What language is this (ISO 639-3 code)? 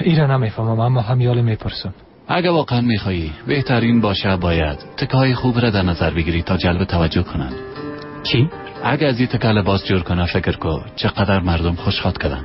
fas